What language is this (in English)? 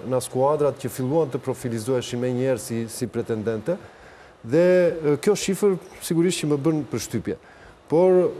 Albanian